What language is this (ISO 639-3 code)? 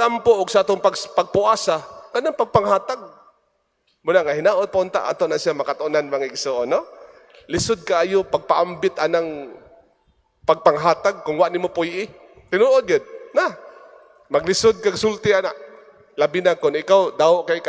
ceb